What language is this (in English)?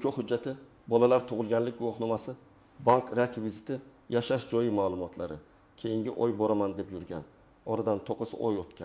Uzbek